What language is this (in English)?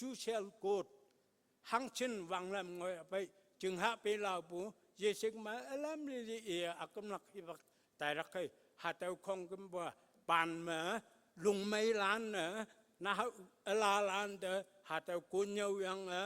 Konyak Naga